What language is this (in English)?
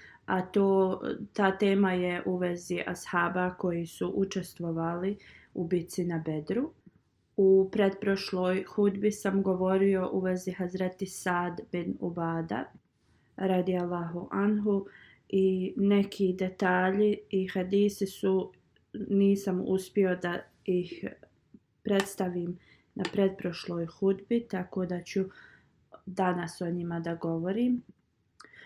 Bosnian